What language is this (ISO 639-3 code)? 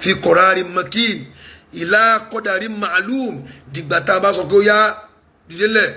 yor